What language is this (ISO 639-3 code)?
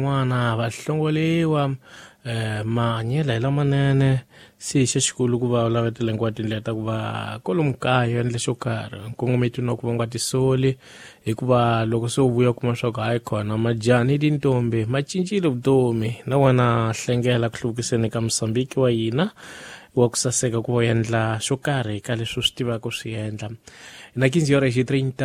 tso